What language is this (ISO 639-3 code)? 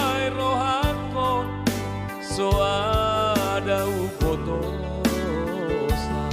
bbc